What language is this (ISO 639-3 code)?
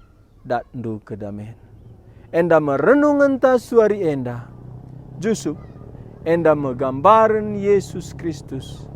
btx